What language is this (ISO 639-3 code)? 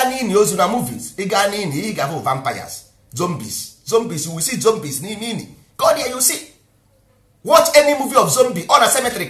ibo